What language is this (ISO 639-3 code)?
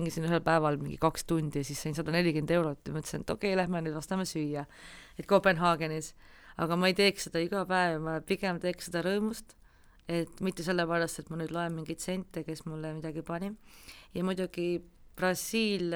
est